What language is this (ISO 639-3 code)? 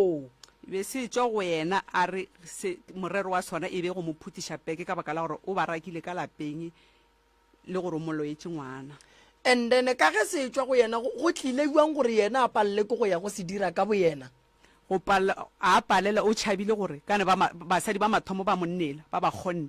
nso